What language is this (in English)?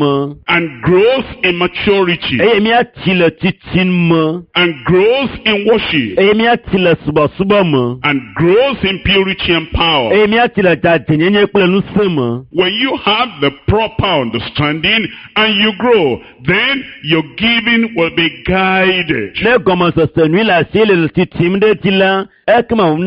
Ewe